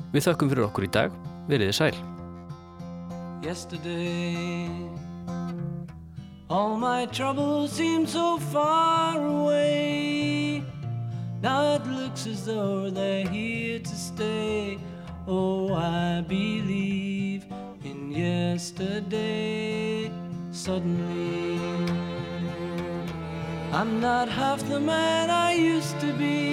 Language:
Icelandic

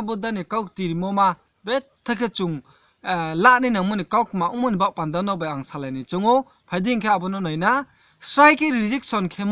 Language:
Riang (India)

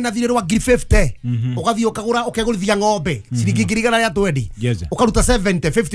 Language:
Kikuyu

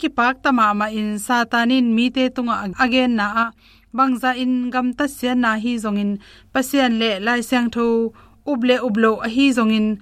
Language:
Tedim Chin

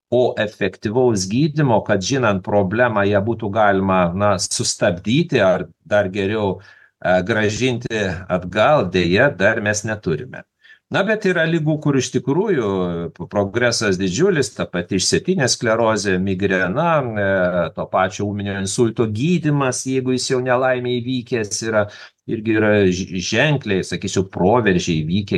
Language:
Lithuanian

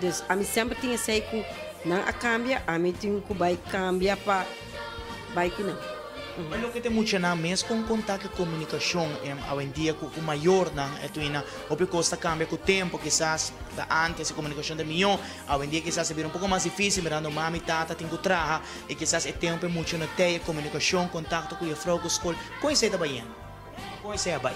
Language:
Papiamento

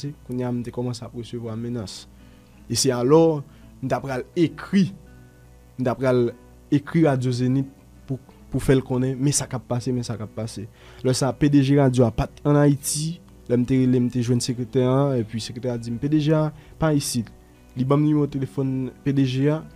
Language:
Haitian Creole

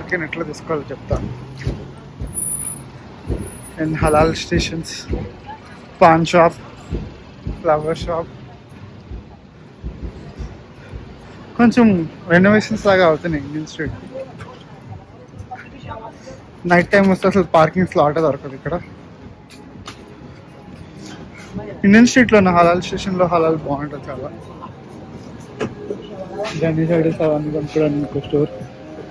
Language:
Telugu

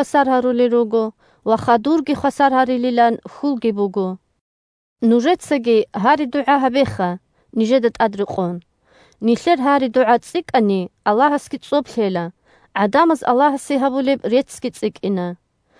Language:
Avaric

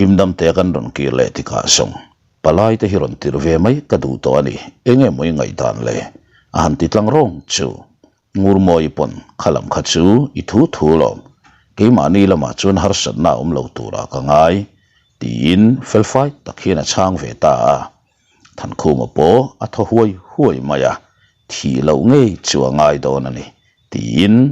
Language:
Mizo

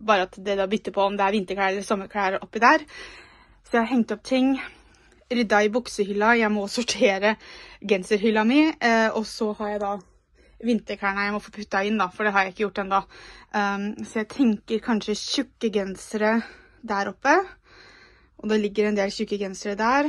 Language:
Norwegian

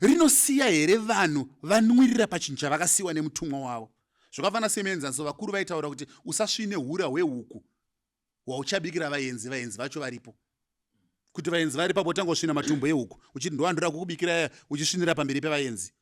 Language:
Shona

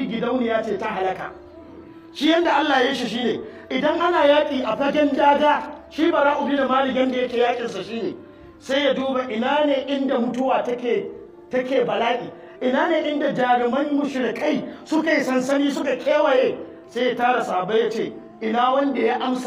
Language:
Hausa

